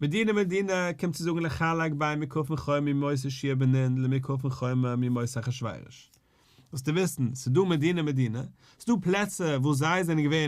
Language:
Yiddish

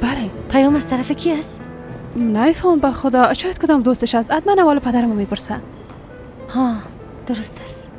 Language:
Persian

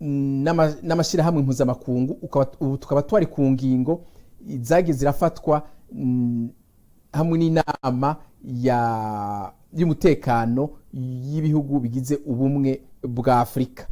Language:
Rundi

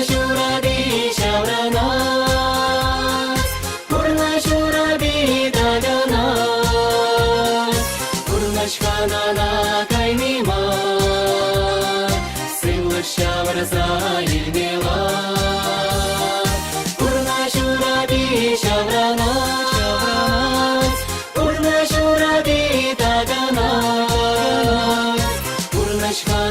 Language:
Chuvash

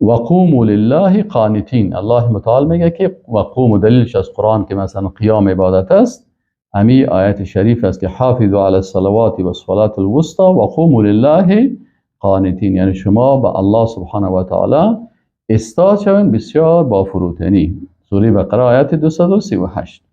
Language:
Persian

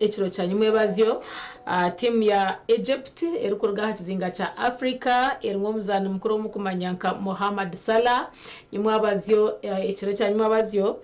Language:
Nyankole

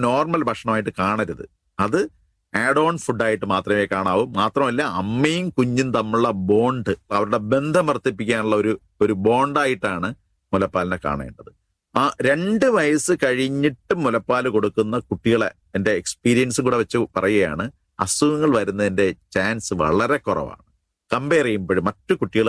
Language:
Malayalam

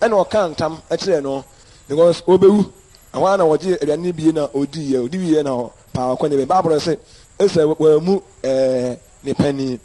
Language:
Akan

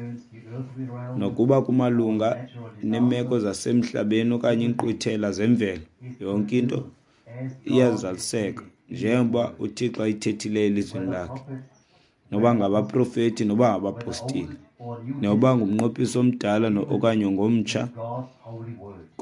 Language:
Xhosa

